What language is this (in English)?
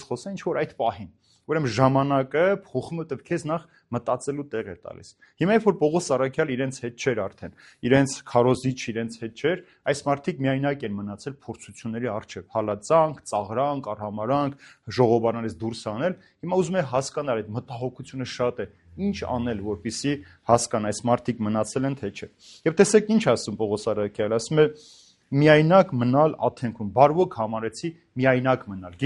Armenian